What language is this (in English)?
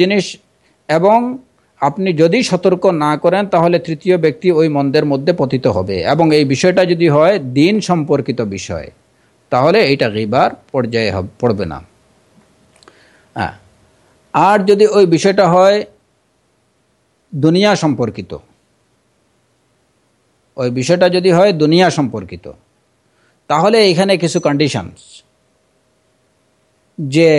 Bangla